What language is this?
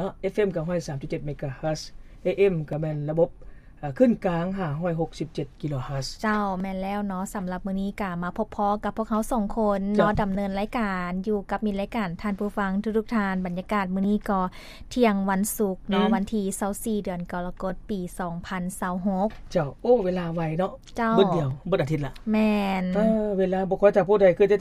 Lao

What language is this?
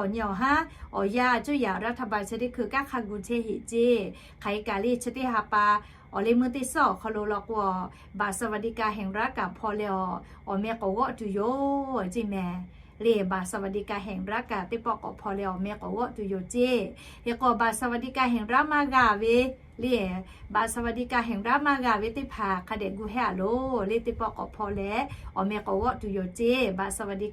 Lahu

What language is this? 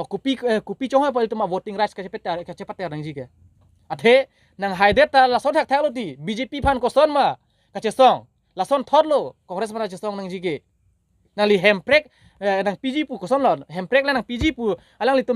Karbi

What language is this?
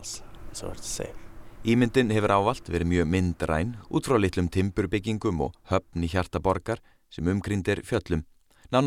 Icelandic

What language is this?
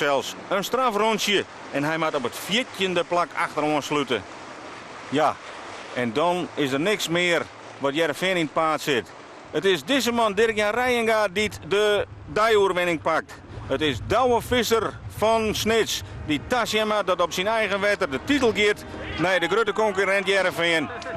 Western Frisian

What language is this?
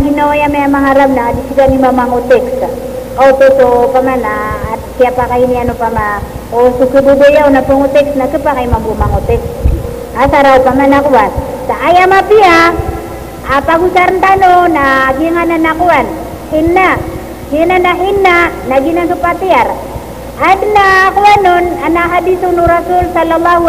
Maranao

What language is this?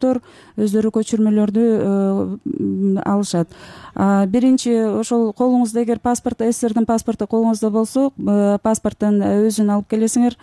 Kyrgyz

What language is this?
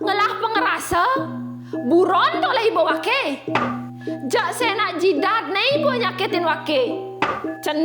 Balinese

